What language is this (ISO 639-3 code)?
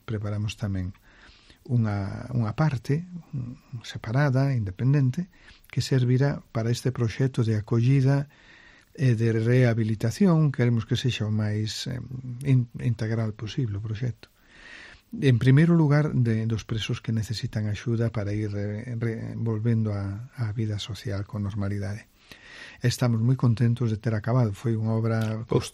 glg